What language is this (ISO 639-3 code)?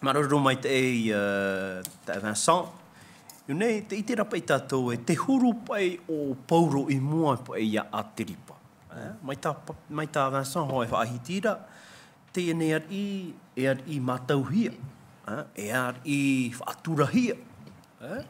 tah